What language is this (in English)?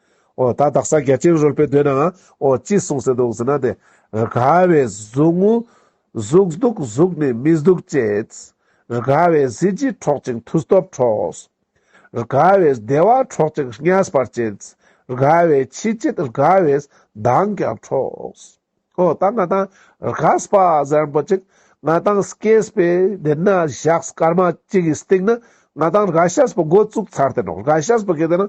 Ladakhi